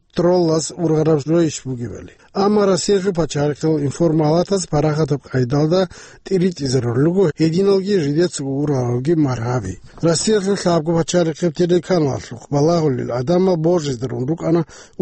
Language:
Avaric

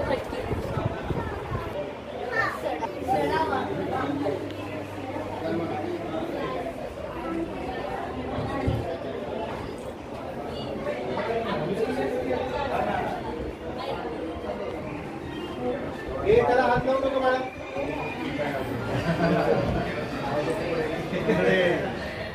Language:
Marathi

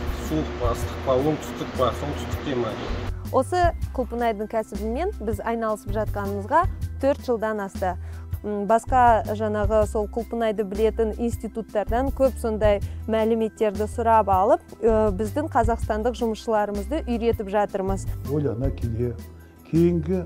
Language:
Kazakh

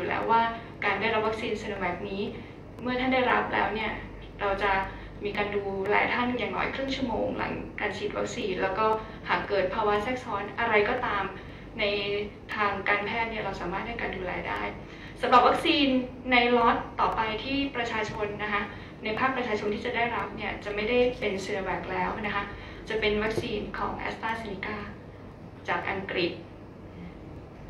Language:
Thai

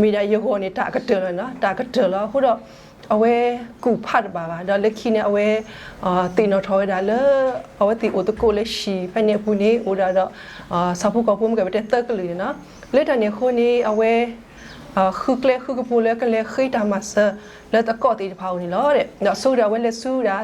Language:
S'gaw Karen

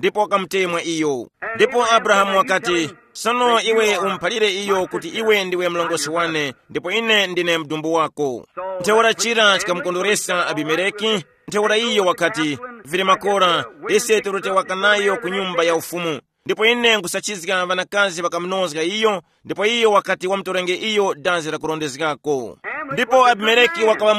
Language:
Tumbuka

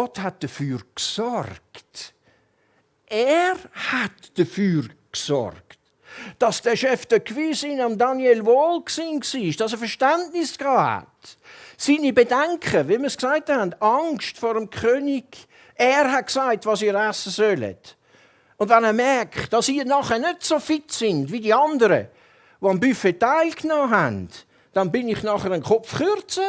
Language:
Swiss German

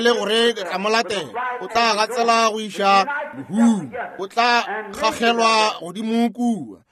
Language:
Northern Sotho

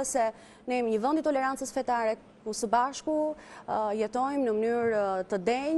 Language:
Albanian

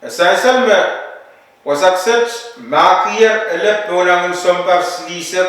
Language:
Pohnpeian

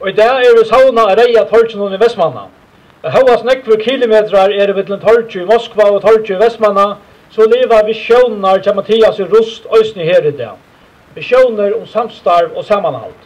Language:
Faroese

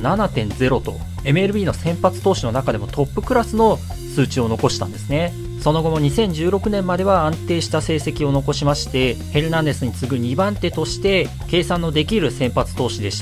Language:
Japanese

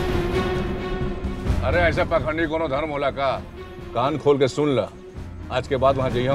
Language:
Bhojpuri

